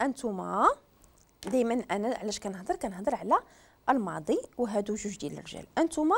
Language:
Moroccan Arabic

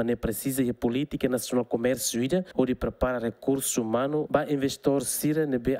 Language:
Tetum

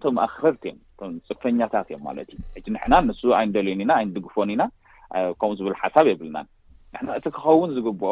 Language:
Tigrinya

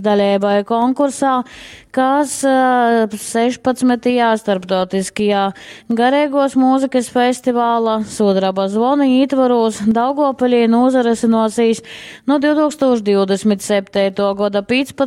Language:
Latgalian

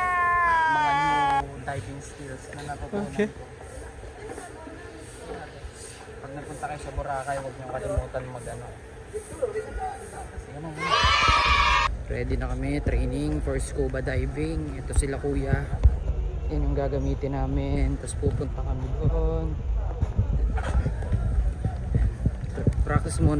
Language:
Filipino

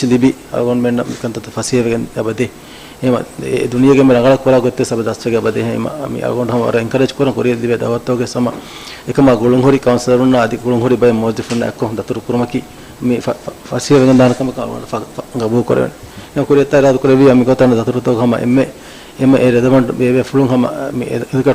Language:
Divehi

